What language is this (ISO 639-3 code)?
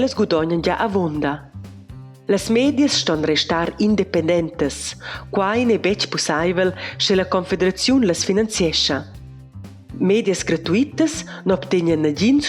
roh